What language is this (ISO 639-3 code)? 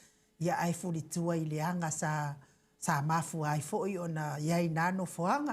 smo